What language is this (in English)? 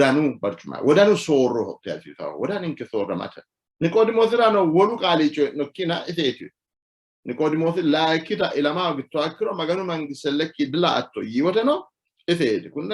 Sidamo